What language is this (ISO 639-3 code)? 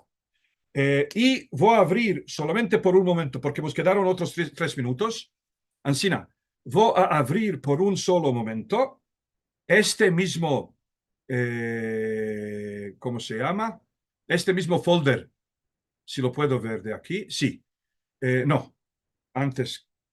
lad